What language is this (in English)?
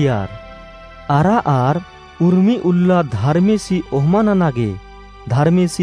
Kurukh